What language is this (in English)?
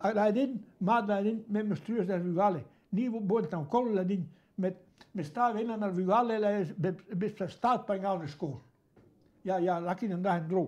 Breton